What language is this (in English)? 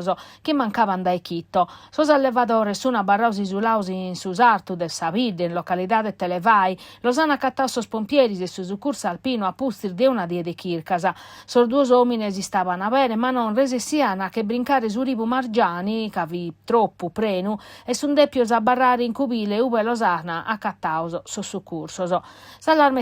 Sardinian